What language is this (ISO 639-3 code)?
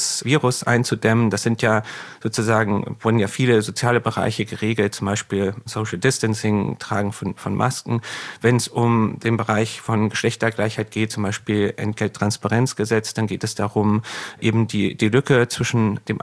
deu